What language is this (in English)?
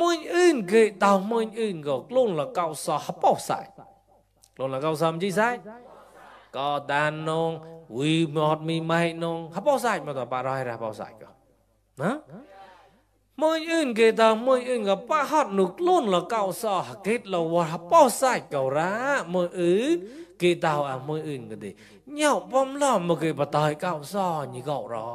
Mon